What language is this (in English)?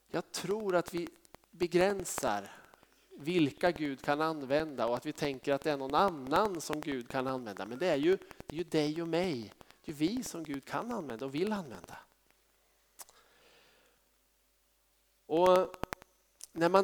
Swedish